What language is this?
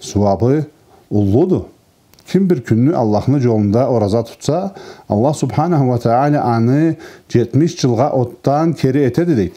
Karachay-Balkar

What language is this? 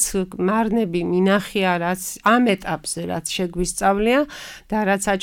Georgian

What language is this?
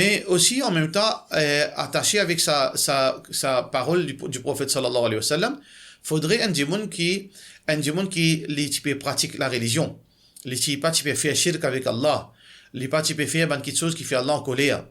Morisyen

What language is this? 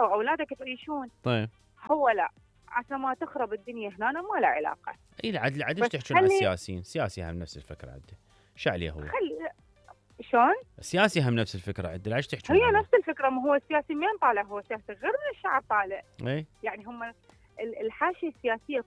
Mesopotamian Arabic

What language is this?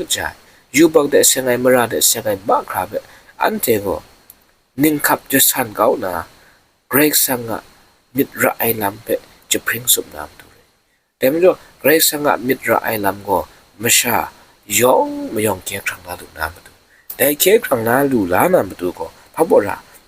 Kachin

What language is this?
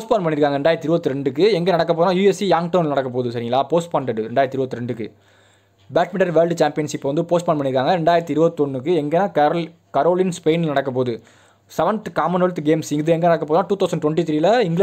Tamil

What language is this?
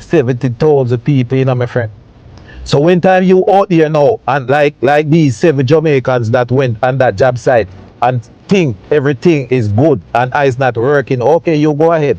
Jamaican Creole English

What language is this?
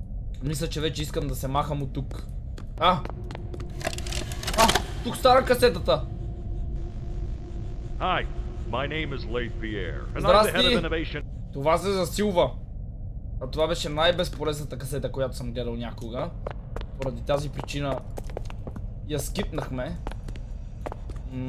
Bulgarian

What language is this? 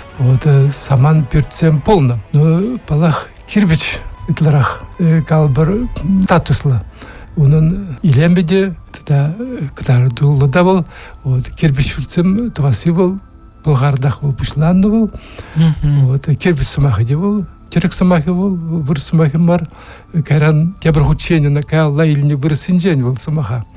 Chuvash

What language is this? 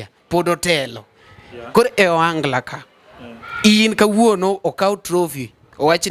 Luo (Kenya and Tanzania)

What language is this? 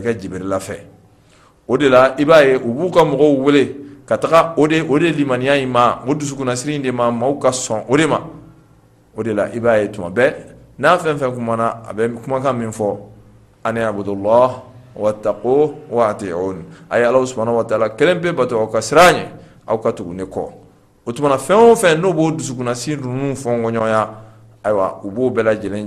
Bambara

